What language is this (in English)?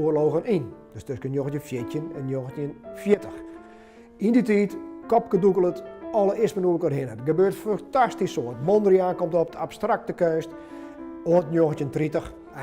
Western Frisian